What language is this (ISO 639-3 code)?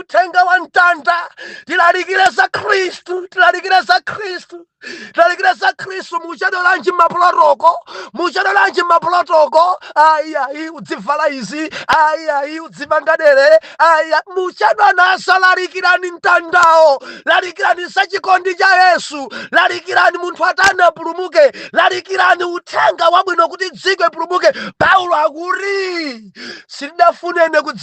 nya